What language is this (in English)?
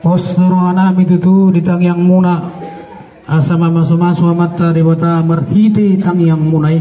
Batak Toba